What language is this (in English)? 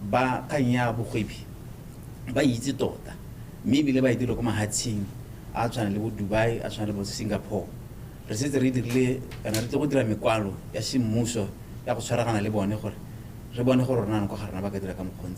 Tswana